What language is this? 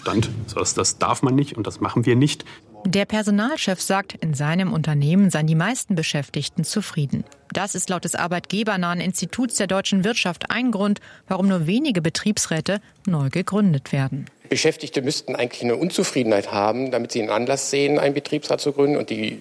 German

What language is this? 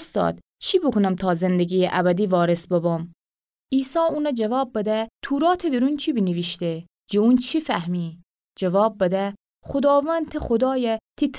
Gilaki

